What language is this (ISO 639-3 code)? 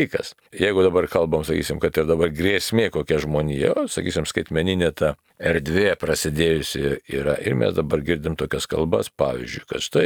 lit